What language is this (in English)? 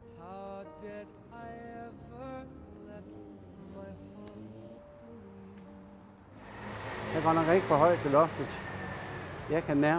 Danish